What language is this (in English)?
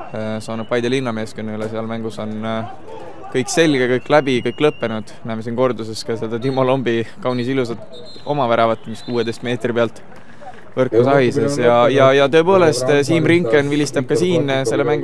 Estonian